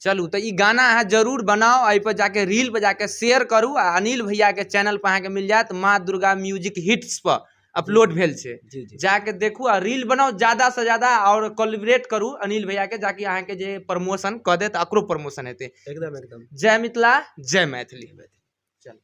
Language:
Maithili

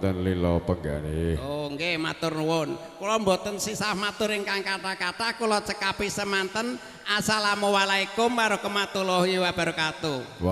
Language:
Javanese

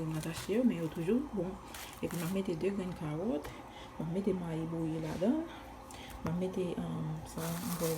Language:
Haitian Creole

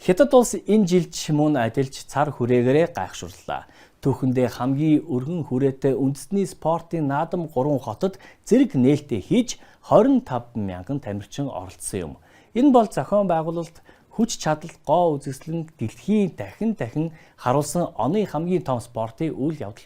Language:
Mongolian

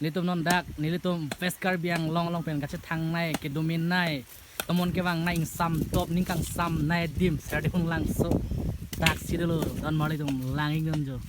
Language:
Karbi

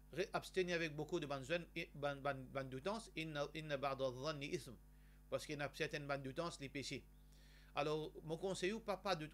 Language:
Morisyen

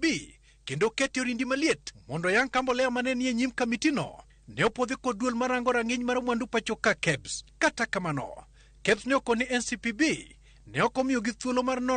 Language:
Luo (Kenya and Tanzania)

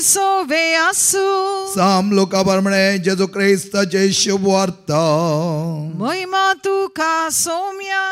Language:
Konkani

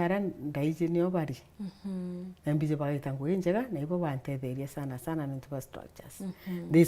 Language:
Meru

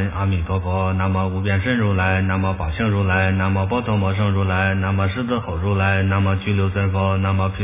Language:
Chinese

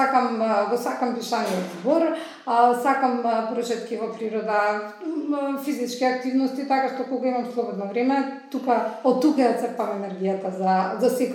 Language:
Macedonian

